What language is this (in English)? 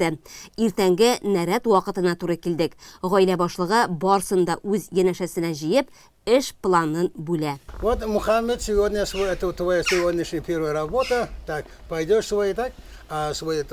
Tatar